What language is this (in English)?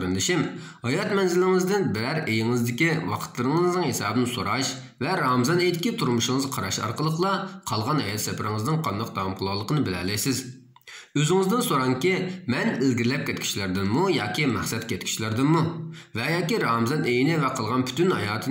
Uyghur